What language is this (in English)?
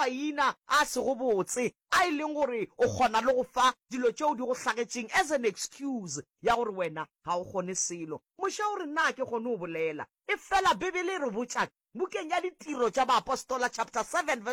Northern Sotho